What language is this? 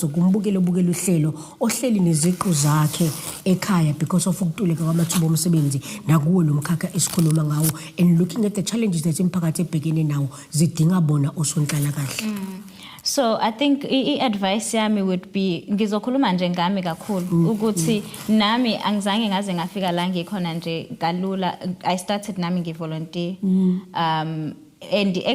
Zulu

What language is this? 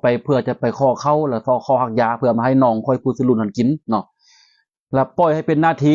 Lao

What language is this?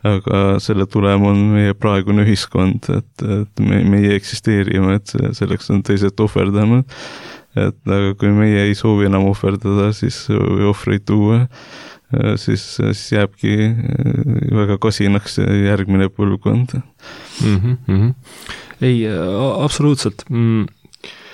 Estonian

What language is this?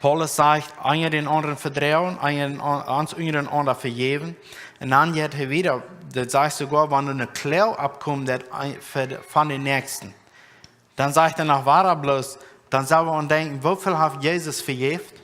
Plautdietsch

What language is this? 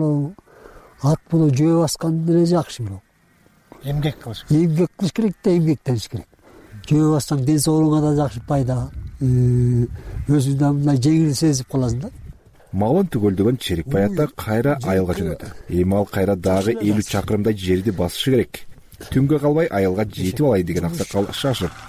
Kyrgyz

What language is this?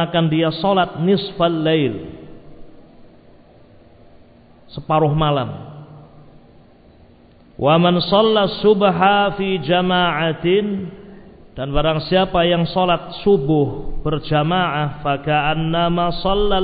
Indonesian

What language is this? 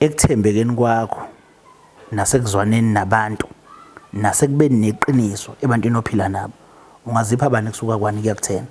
Zulu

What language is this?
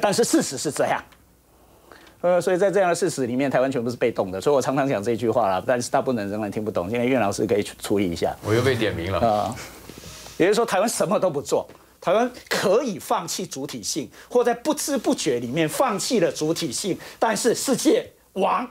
Chinese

